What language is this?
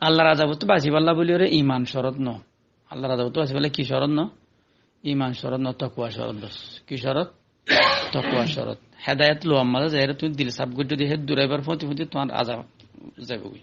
Rohingya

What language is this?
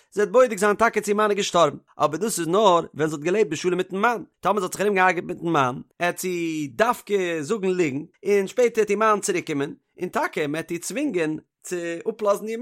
Yiddish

